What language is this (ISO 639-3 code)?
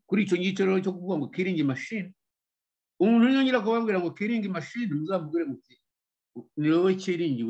kin